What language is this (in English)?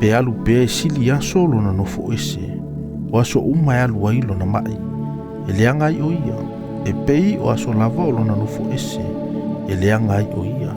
Samoan